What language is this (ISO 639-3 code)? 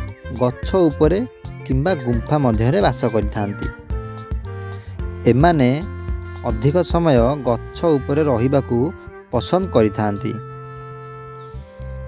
ori